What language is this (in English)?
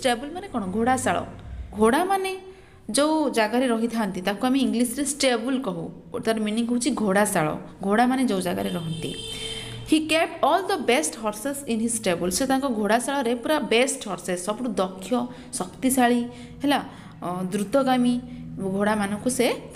Odia